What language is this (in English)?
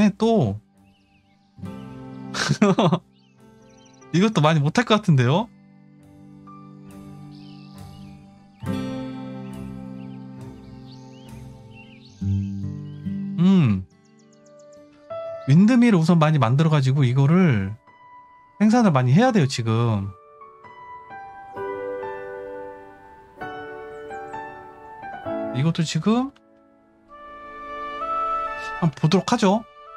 Korean